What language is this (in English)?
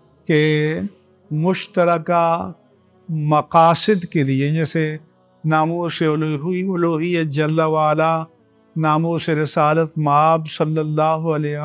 Urdu